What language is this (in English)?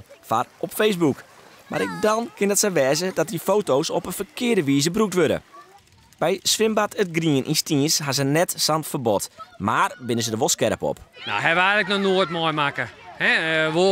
Western Frisian